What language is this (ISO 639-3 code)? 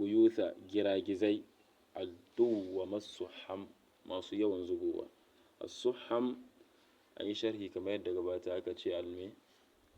hau